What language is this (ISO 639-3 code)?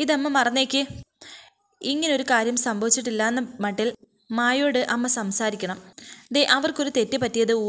mal